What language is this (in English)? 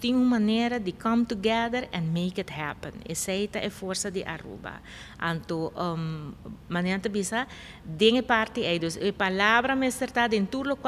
Papiamento